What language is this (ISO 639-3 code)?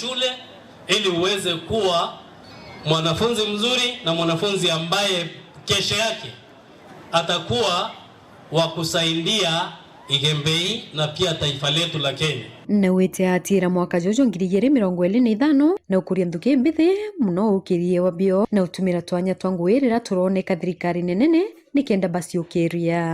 mer